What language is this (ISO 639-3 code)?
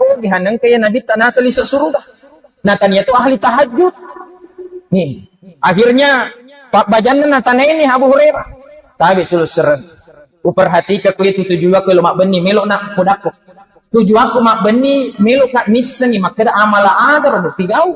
bug